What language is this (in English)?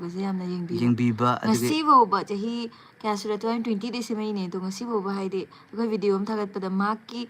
Manipuri